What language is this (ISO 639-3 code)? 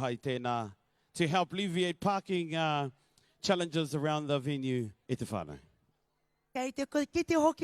mri